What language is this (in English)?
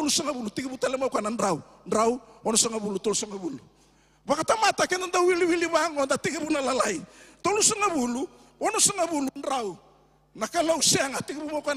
Fijian